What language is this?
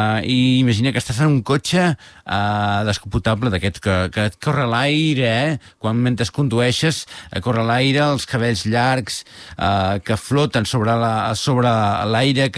Catalan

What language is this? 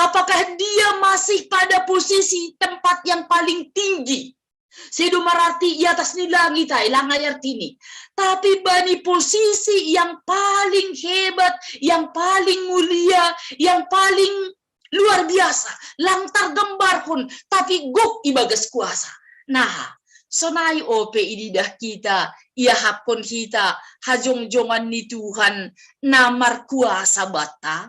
Batak Simalungun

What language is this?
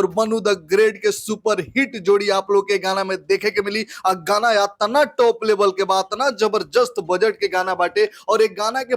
Bhojpuri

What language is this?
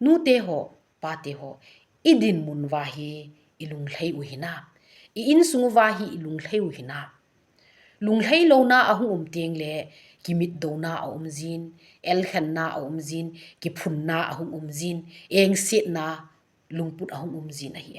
Thado Chin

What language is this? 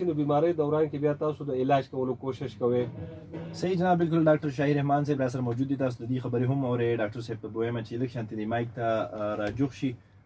Pashto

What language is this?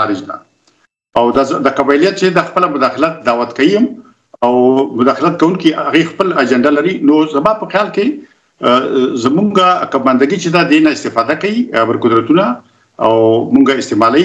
Pashto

